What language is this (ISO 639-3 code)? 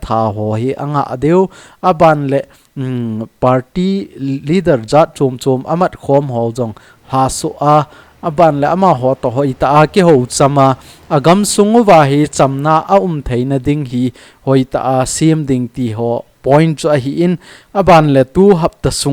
tcz